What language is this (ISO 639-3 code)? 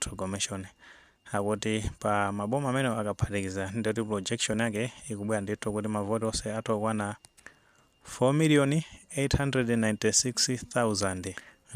nya